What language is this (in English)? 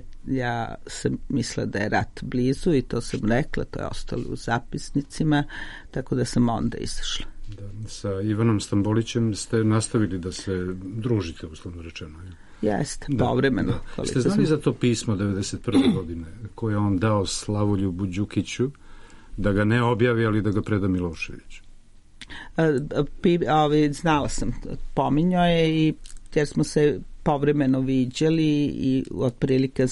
Serbian